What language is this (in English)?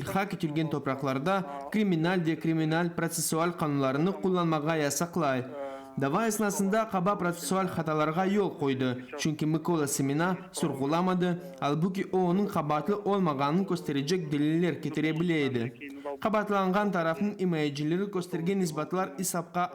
Crimean Tatar